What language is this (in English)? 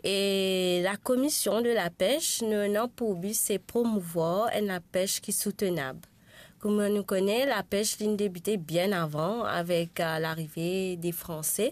Morisyen